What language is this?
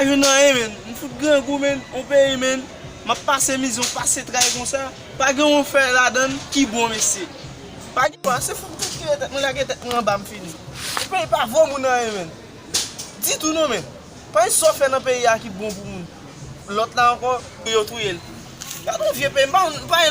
Haitian Creole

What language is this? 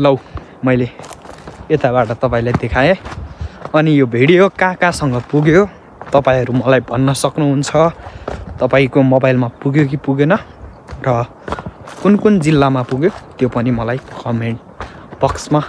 Nepali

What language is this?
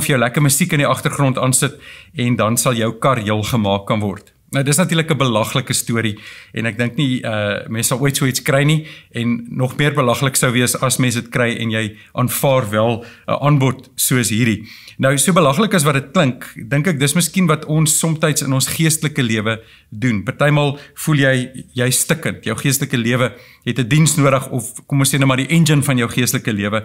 Afrikaans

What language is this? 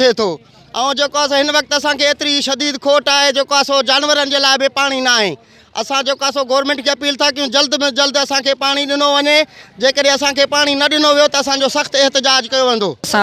Sindhi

